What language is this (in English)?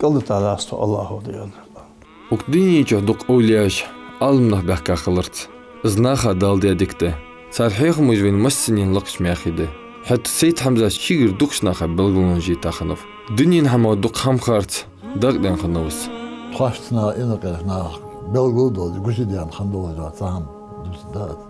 Ingush